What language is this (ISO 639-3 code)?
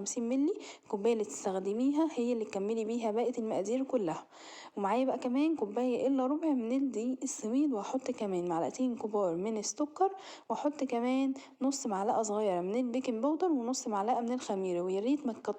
arz